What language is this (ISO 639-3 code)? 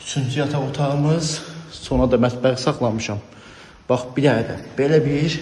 aze